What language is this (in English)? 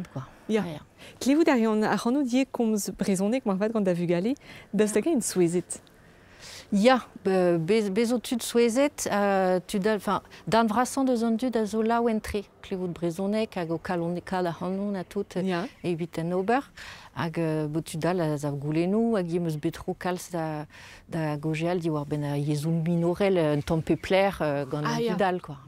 Breton